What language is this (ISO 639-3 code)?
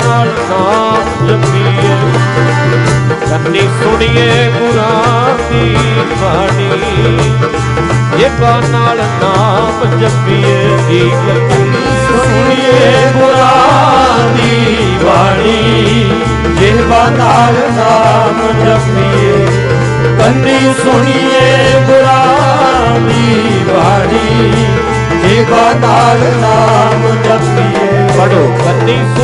pan